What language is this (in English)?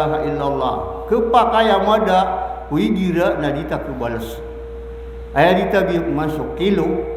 Maranao